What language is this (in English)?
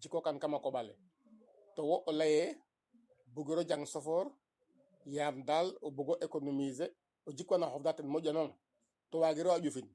Serer